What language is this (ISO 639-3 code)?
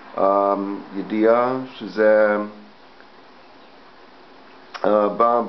heb